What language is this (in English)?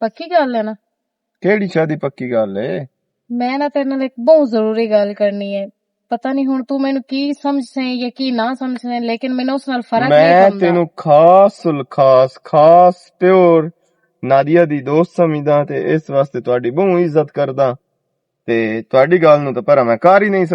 Western Panjabi